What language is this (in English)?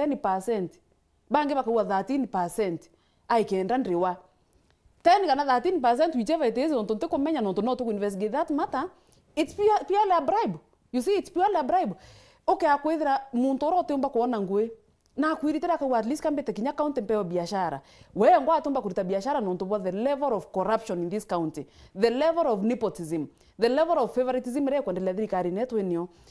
Meru